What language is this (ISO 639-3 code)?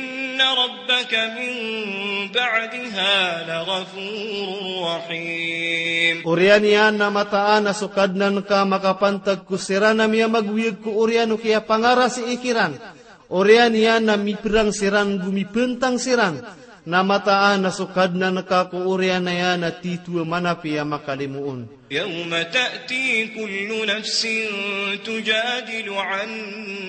mrw